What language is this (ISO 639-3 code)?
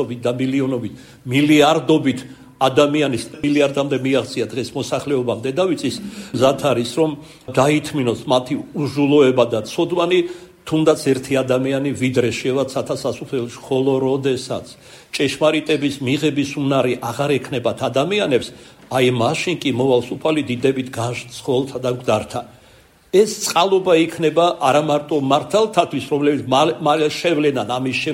kat